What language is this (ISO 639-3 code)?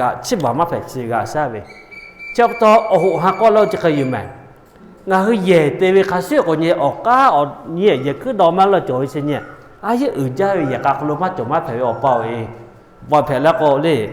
lhu